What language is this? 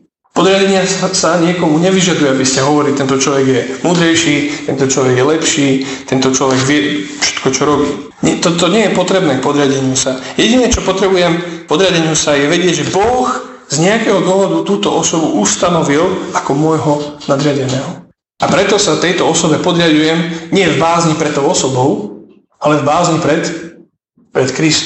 Slovak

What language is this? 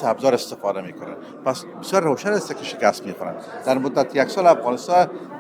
Persian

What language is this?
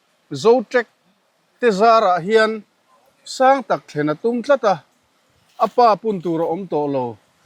Mizo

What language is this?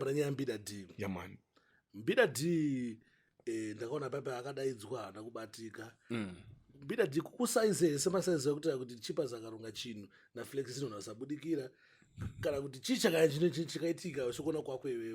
Shona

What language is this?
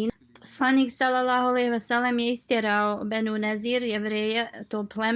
Bosnian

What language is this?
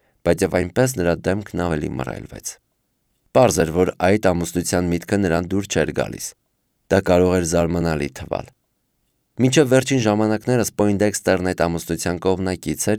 Armenian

